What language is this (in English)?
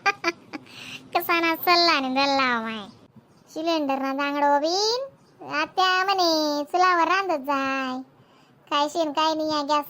Khandesi